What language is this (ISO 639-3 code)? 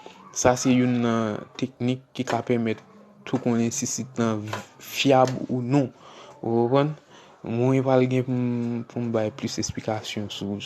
hat